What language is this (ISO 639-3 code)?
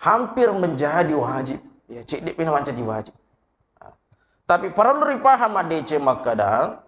bug